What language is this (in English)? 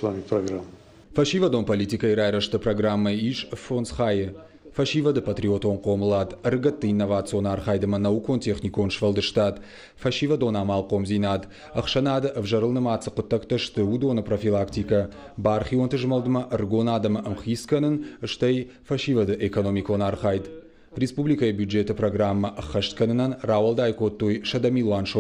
Ossetic